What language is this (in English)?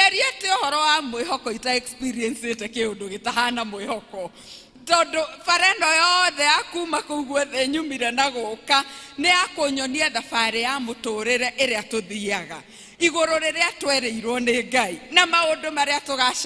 Kikuyu